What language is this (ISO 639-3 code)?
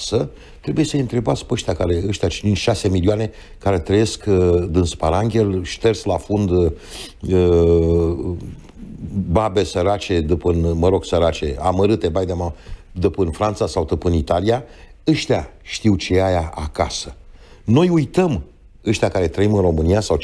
ron